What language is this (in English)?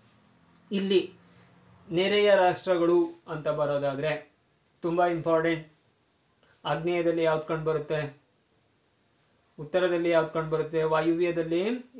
Kannada